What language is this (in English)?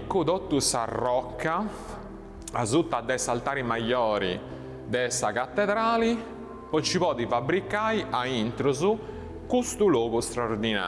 Sardinian